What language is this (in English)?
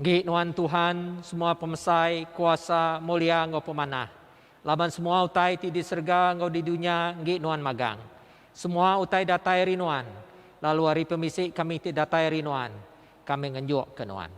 Iban